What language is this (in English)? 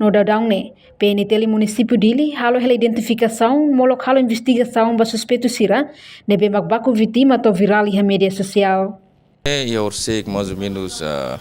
Tetum